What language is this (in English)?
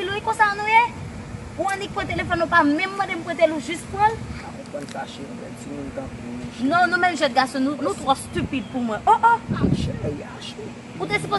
Haitian Creole